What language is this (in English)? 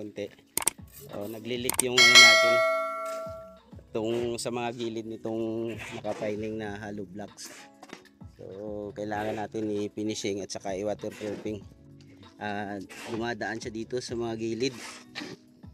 Filipino